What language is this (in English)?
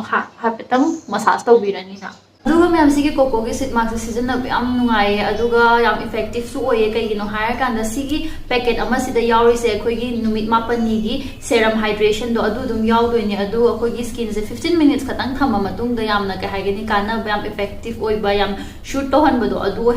Manipuri